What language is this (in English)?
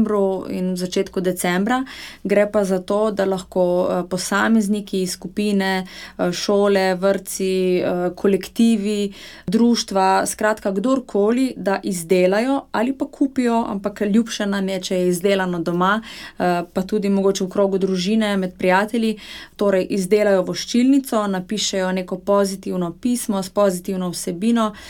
Slovenian